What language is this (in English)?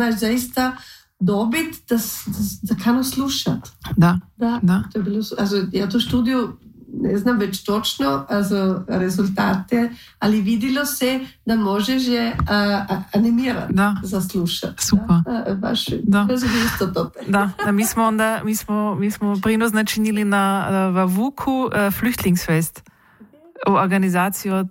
Croatian